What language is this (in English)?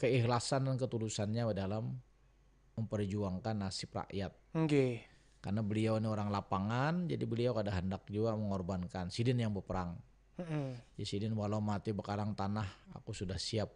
Banjar